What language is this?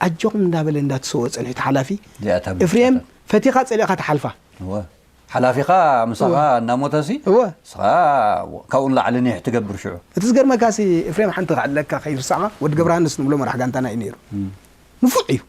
Tigrinya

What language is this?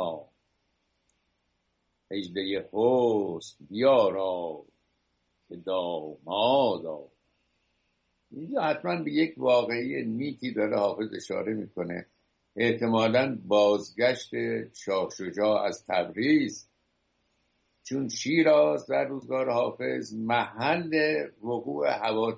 Persian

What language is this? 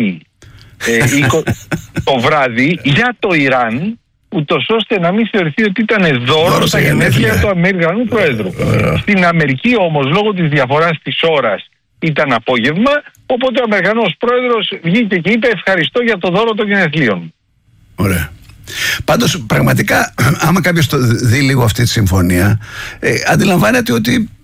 Greek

